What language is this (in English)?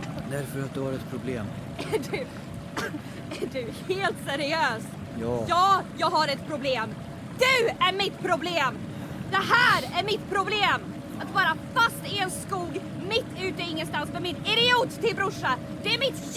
Swedish